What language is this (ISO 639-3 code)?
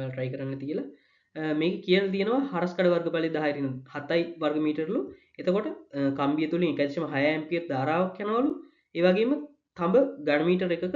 sin